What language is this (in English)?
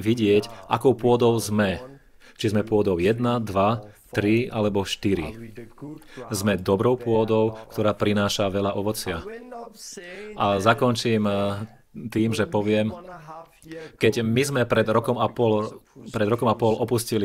Slovak